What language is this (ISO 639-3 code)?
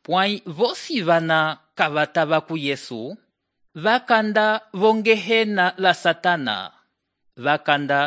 umb